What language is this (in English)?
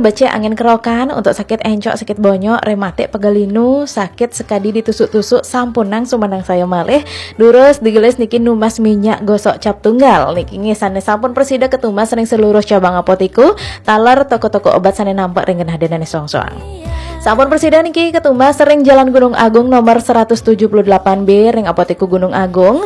Balinese